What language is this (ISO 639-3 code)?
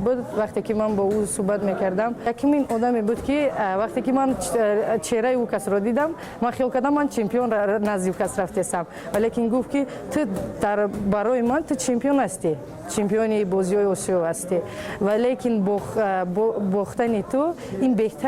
tgk